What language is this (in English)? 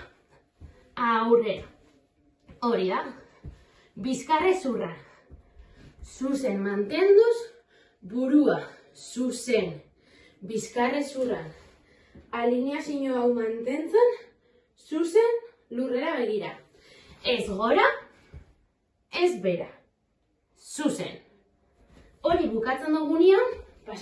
Basque